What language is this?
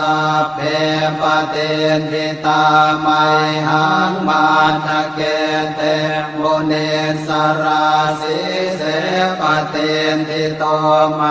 Pali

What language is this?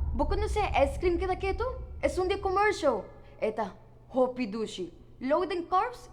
Papiamento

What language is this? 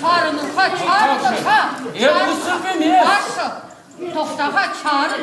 Chuvash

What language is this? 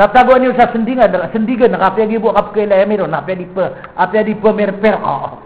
Maranao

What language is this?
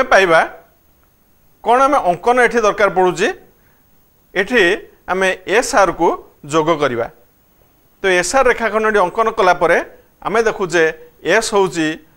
Odia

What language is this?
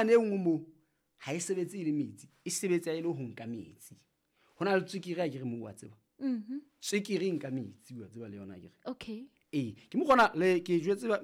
Southern Sotho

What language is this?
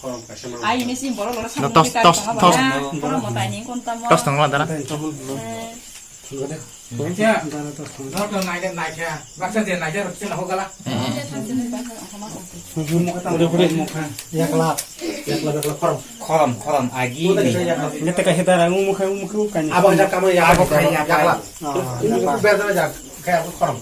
Kok Borok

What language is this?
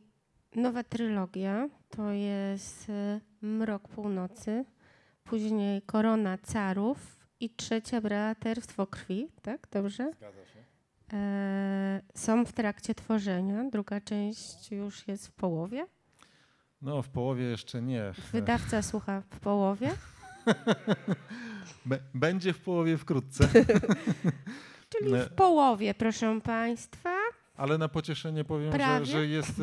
Polish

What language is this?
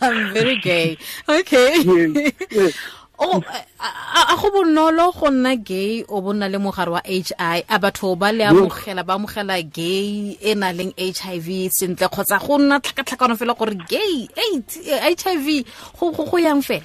Tswana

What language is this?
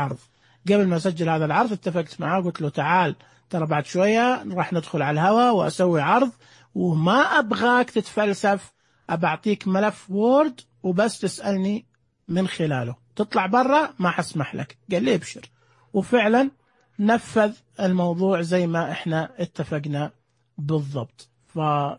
Najdi Arabic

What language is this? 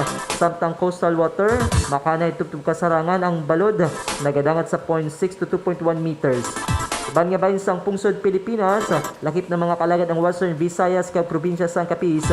Hiligaynon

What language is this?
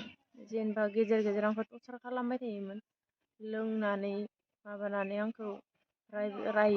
Bodo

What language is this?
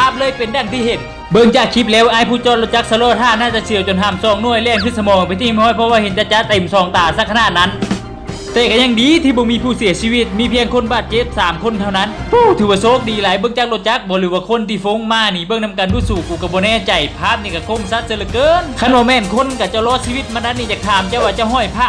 Lao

